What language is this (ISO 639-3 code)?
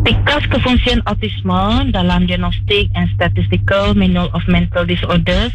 iba